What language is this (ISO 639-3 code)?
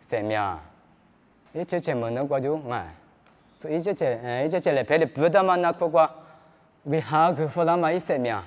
lis